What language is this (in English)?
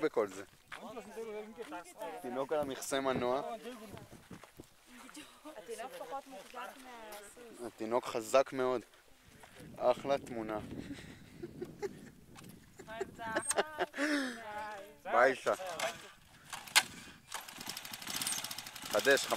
Hebrew